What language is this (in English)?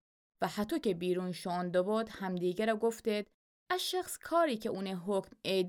Gilaki